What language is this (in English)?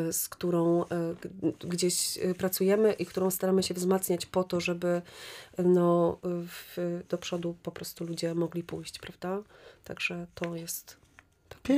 Polish